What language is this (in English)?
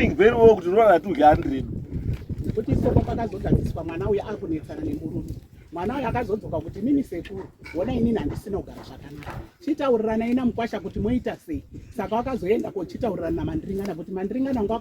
Shona